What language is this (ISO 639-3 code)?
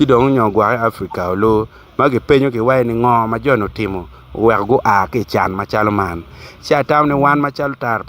ach